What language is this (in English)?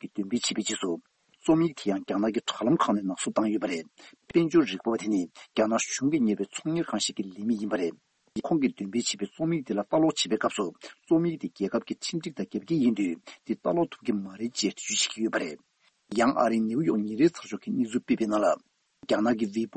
Tibetan